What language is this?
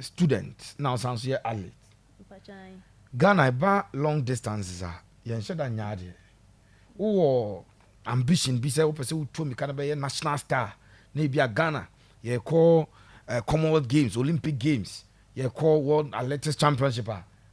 Akan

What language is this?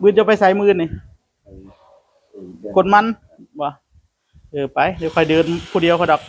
Northeastern Thai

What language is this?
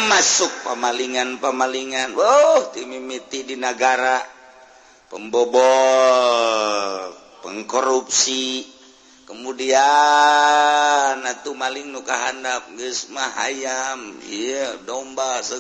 Sundanese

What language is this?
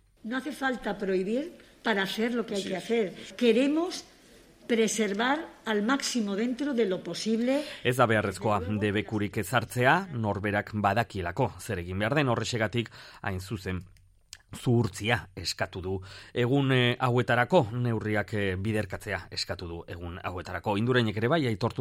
Basque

